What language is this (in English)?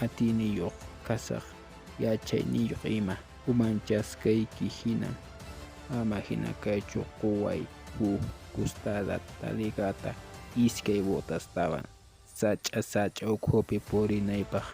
Quechua